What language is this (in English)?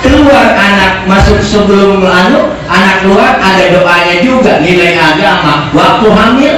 Betawi